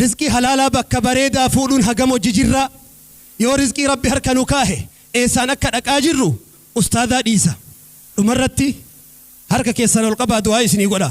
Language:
Oromo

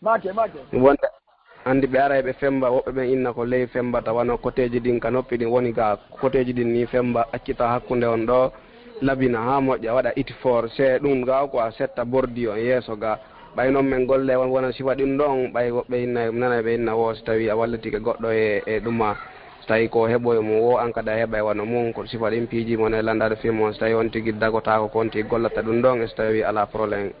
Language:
Fula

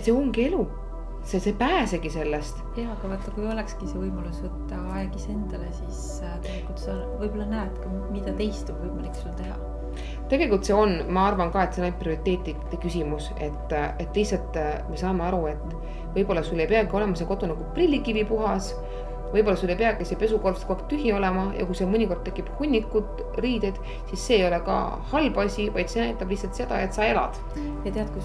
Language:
Estonian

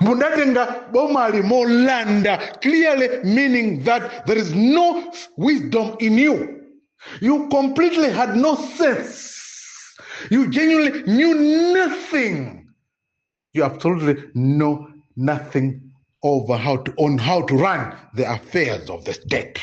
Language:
Nyanja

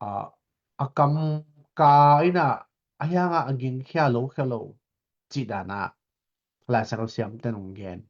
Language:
Tedim Chin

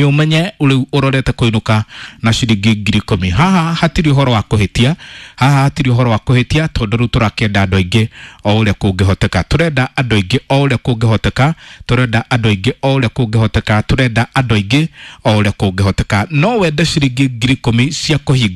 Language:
Kikuyu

